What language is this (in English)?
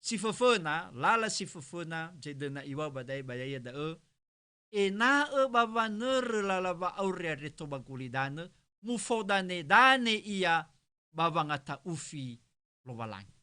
Nias